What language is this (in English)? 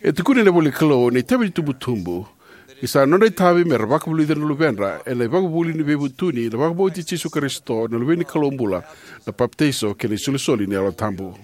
Fijian